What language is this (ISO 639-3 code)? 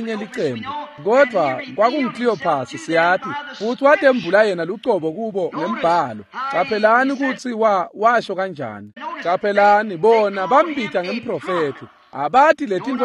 ssw